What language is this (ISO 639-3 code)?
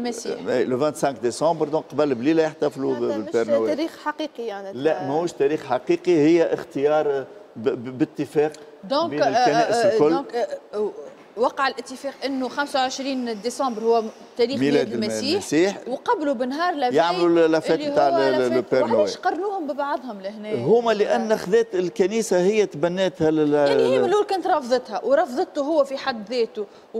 aeb